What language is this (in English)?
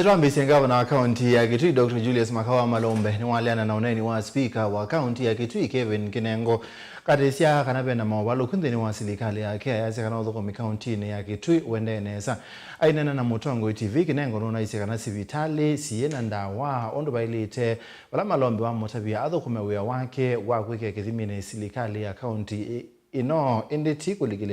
Kamba